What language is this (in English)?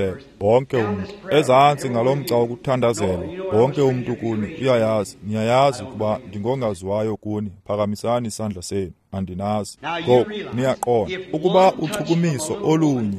Xhosa